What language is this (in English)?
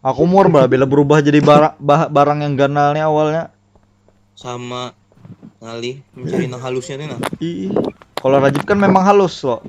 Banjar